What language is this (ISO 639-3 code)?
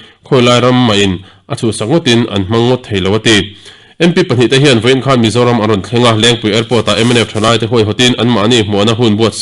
lus